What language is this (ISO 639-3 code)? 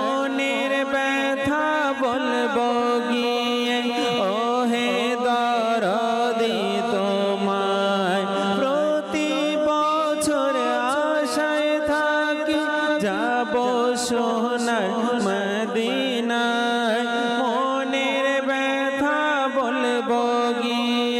ben